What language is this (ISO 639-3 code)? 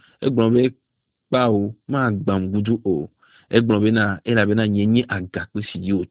ewe